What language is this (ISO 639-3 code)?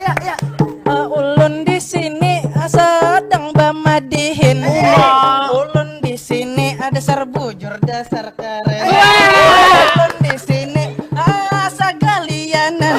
bjn